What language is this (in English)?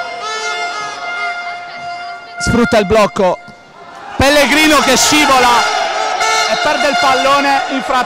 Italian